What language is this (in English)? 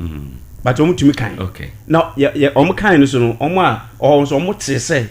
Akan